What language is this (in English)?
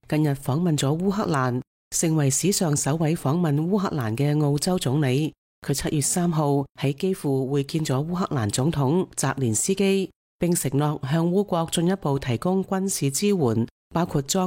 Cantonese